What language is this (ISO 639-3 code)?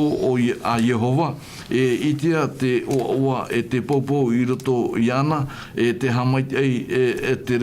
tah